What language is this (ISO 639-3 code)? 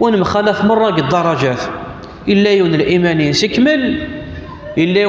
kab